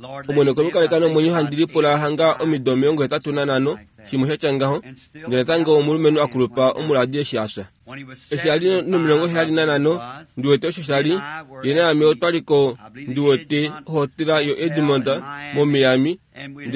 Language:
Kuanyama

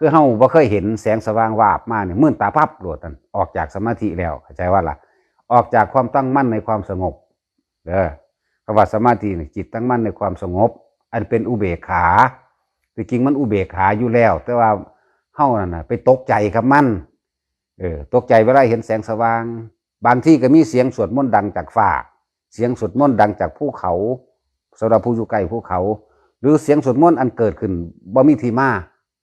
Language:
Northeastern Thai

